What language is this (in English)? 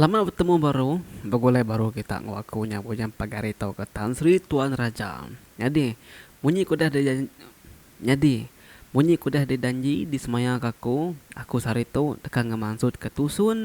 Iban